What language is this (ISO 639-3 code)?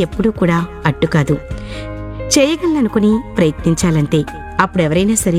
tel